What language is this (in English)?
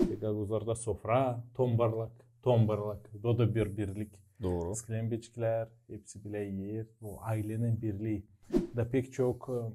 Gagauz